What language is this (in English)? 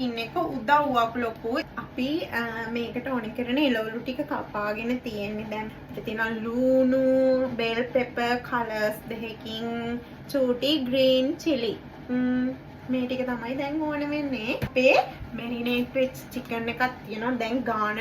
Sinhala